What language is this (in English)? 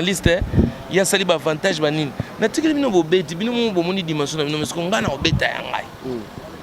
Lingala